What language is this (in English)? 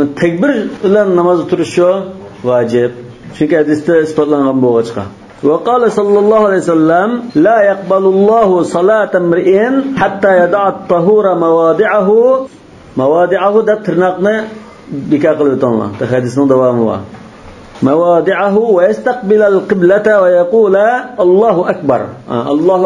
Uyghur